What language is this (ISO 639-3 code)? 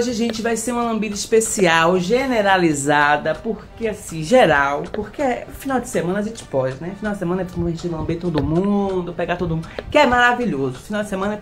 por